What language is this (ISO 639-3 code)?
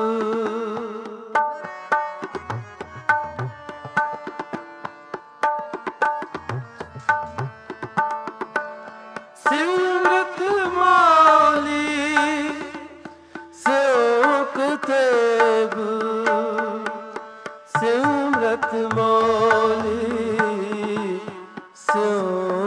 pan